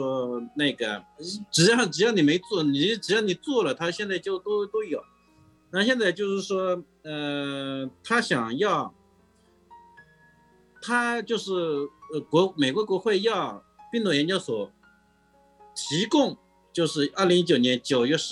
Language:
Chinese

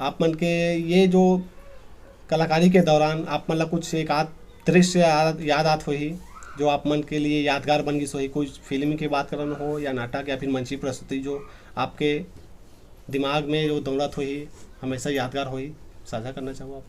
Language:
Chhattisgarhi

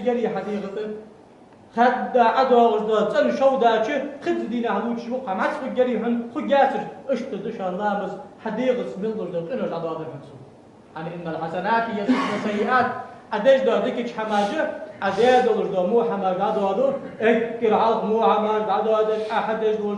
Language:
Ingush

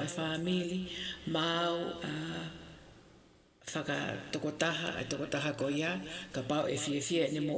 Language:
Tongan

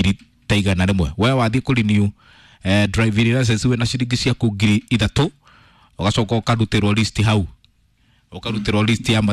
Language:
Kikuyu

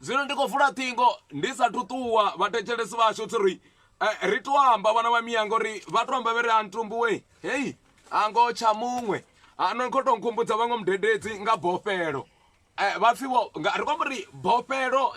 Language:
Venda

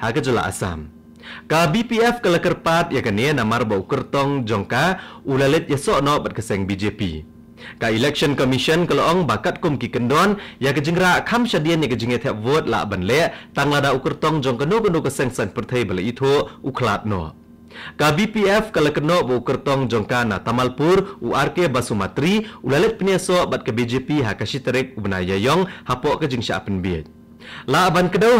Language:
Khasi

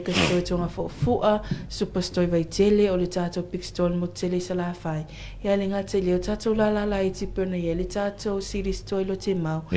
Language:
Samoan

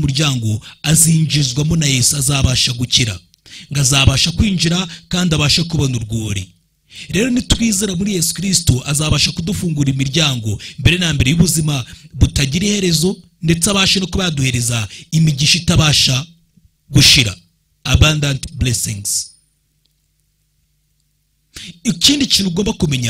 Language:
Kinyarwanda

